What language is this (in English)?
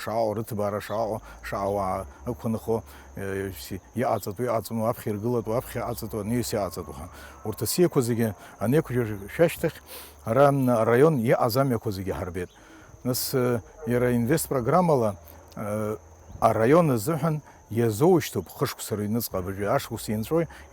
Abkhazian